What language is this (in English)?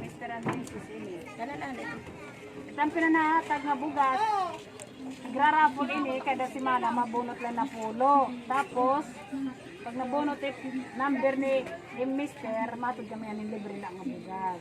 Waray